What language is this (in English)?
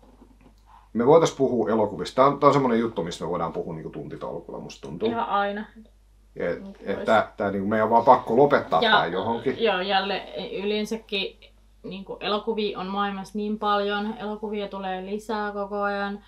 Finnish